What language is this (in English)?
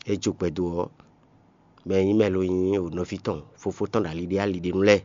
Fon